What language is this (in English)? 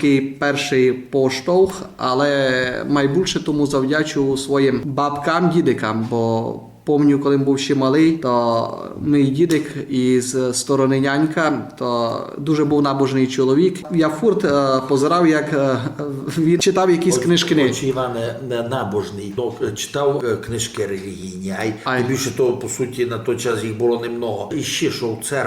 Rusyn